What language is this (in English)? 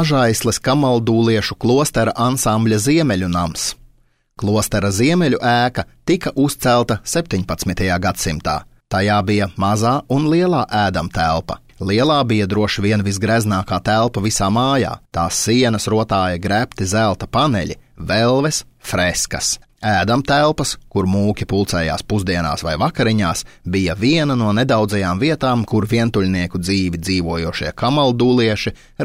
Latvian